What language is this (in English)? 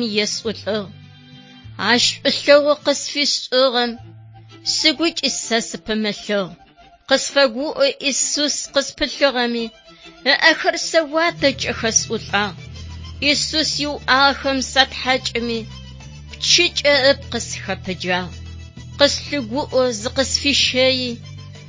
Adyghe